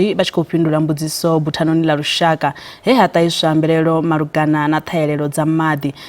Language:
Venda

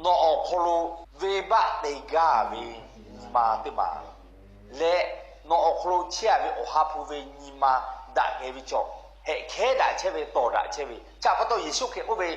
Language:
Lahu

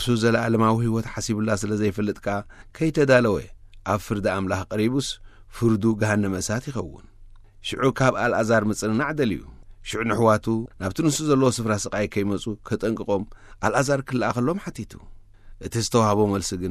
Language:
Tigrinya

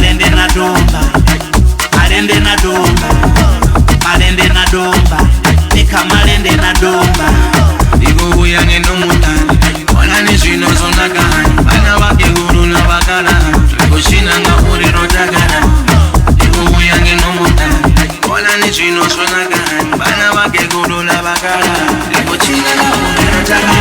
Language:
Venda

